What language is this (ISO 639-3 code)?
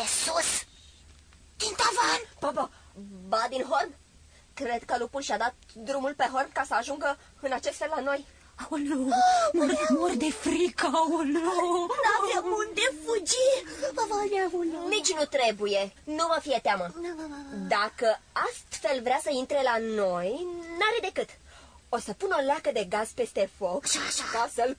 ron